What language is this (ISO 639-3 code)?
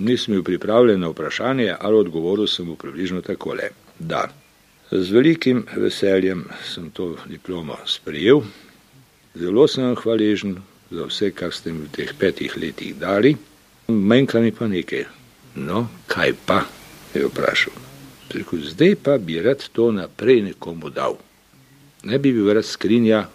slv